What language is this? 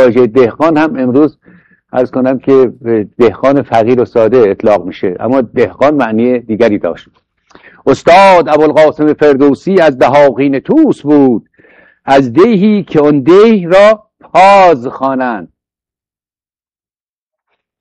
Persian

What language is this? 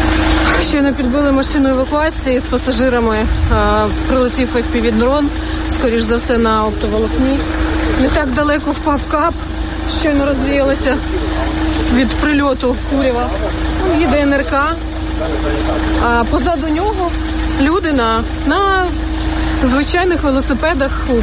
Ukrainian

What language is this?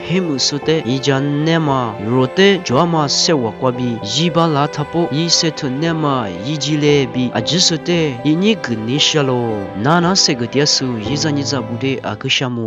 Lisu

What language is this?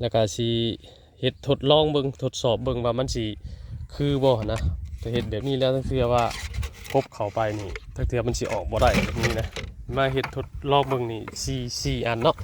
Lao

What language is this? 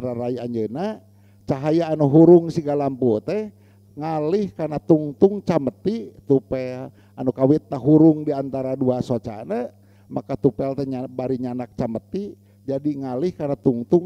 Sundanese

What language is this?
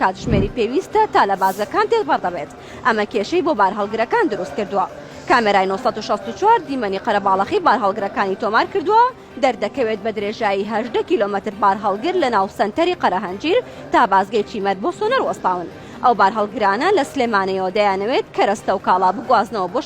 Central Kurdish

